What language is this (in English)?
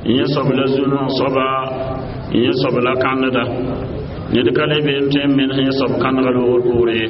Mossi